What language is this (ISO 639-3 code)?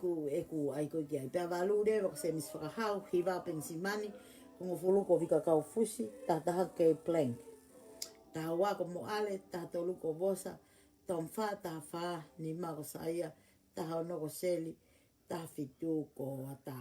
ton